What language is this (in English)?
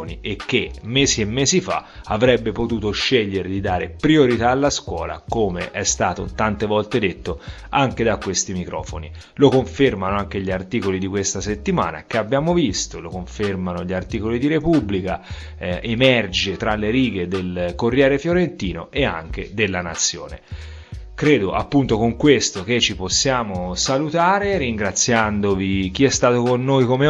Italian